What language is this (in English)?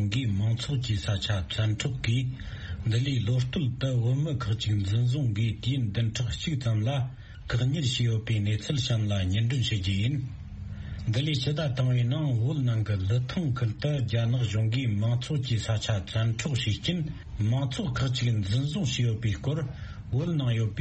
Tibetan